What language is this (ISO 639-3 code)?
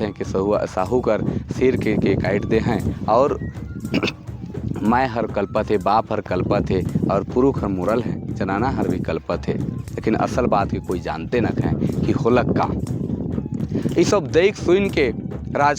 sck